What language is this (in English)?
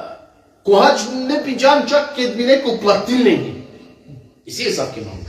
Balkan Romani